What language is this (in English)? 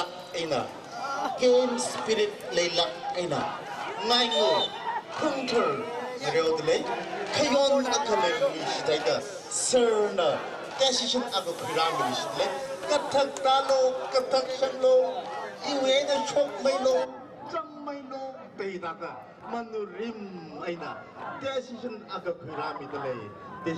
Tangkhul Naga (India)